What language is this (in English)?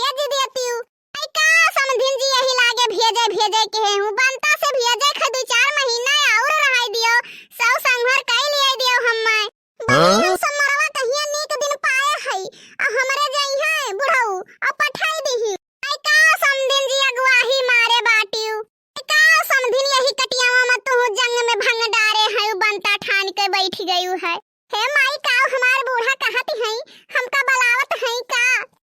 Awadhi